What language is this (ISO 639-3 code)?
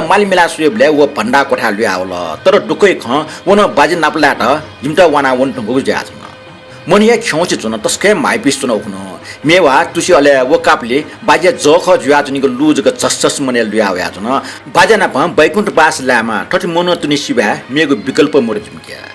new